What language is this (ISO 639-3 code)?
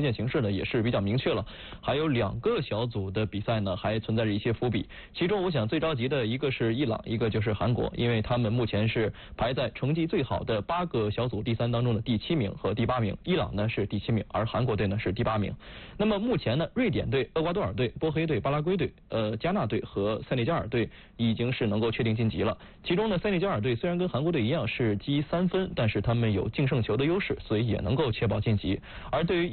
zho